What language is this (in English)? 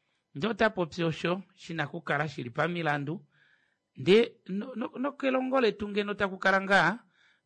Kuanyama